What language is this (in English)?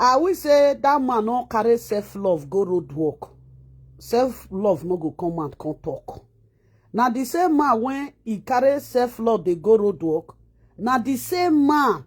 Nigerian Pidgin